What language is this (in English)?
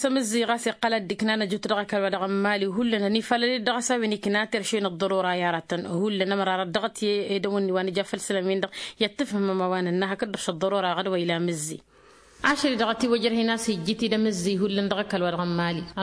Tamasheq